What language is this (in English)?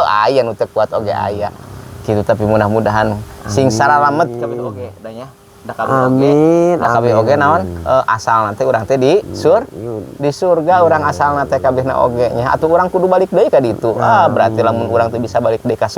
Sundanese